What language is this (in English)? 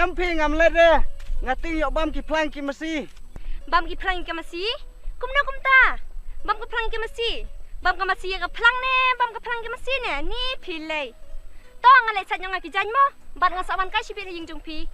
Khasi